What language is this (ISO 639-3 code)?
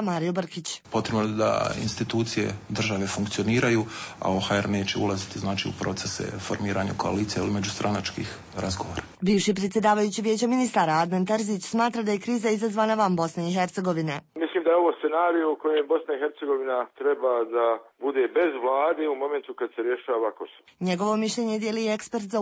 srp